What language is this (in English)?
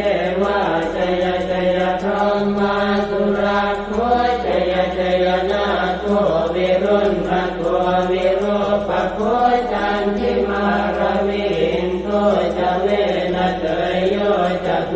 Pali